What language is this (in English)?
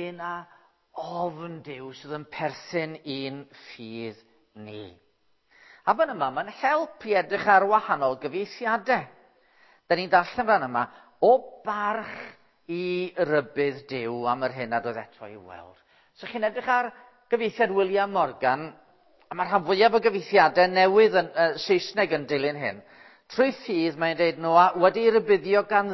Welsh